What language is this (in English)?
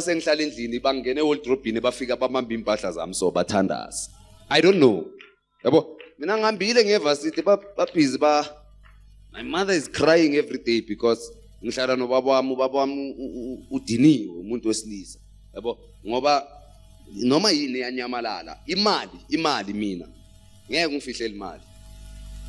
Zulu